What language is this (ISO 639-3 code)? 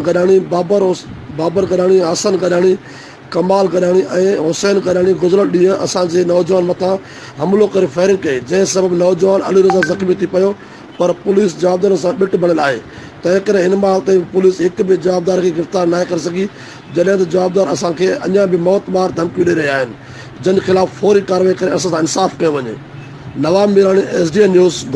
snd